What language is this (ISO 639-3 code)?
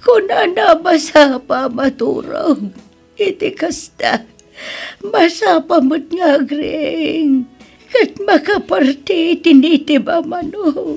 ilo